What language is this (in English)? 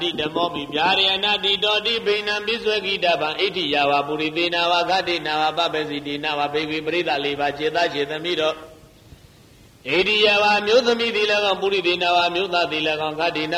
Burmese